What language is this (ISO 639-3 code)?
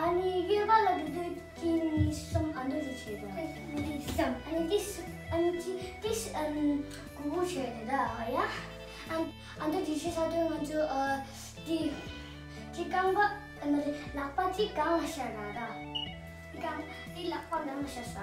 bod